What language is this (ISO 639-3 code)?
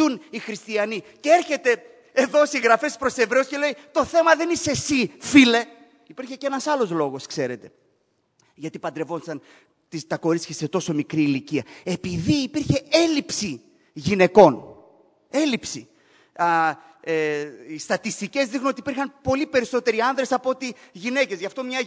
ell